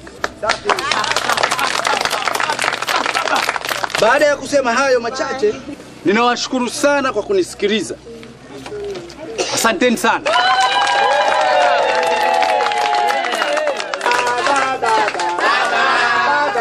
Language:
Swahili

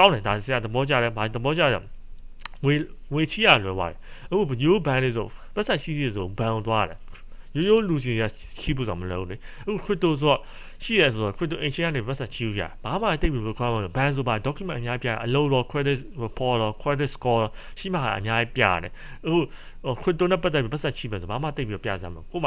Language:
Burmese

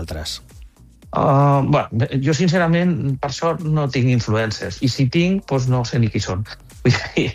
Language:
Catalan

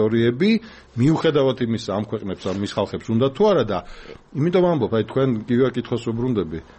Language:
Georgian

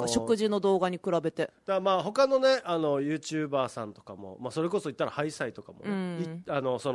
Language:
Japanese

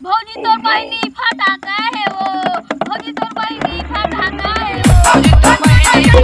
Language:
Chhattisgarhi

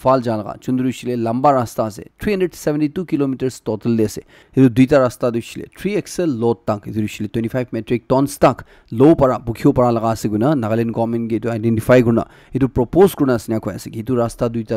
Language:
Naga Pidgin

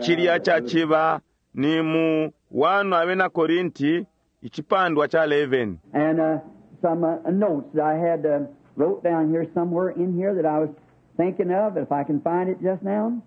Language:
Bemba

